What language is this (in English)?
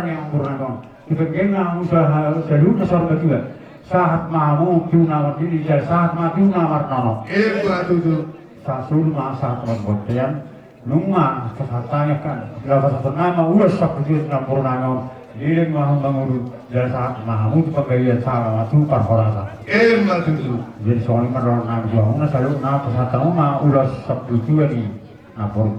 Batak Toba